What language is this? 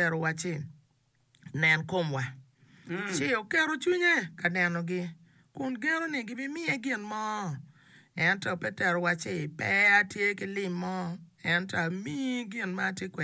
Acoli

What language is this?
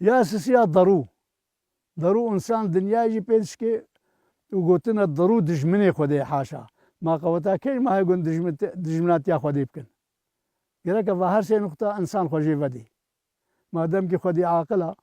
Kurdish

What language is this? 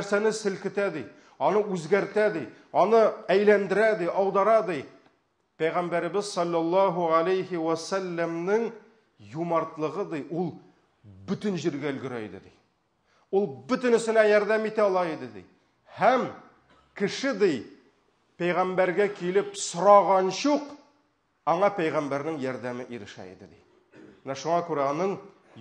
Tatar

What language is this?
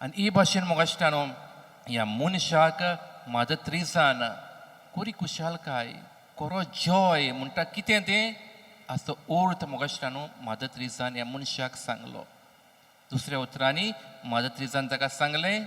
Konkani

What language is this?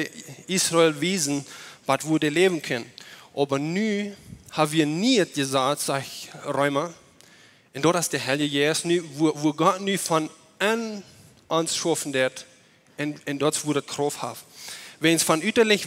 Plautdietsch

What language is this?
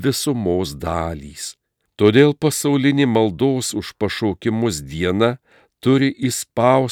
Lithuanian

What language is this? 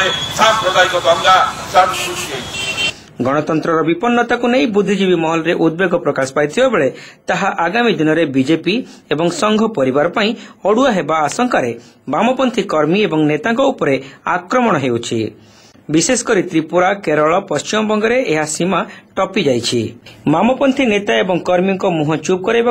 Odia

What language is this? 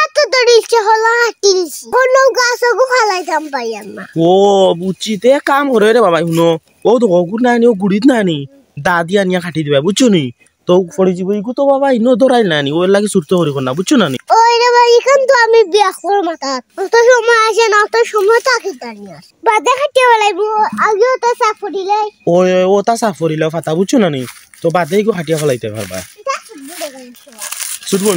Sylheti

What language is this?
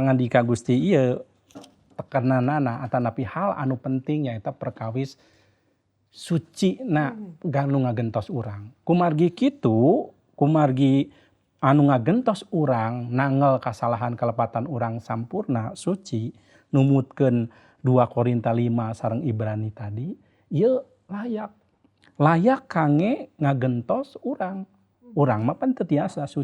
Sundanese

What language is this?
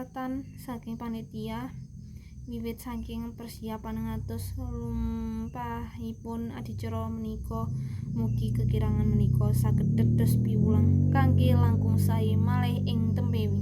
Javanese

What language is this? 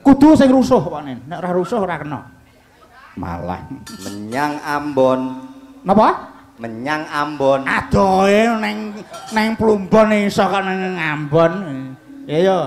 Javanese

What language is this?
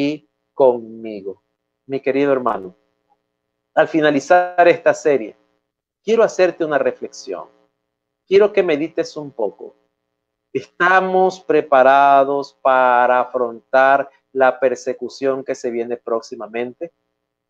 Spanish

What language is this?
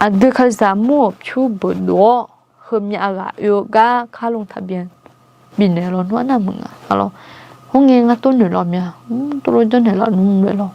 Akha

